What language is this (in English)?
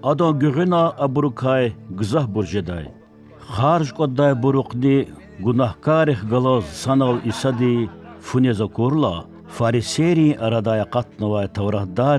Lezghian